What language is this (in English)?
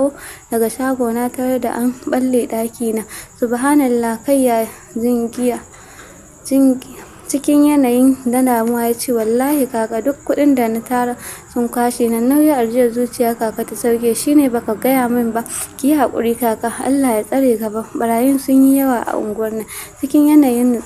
Hausa